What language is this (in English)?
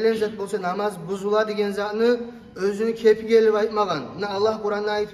Kumyk